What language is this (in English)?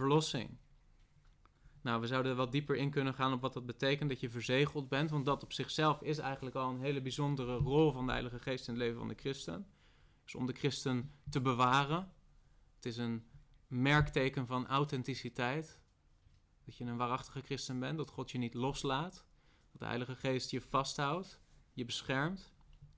Dutch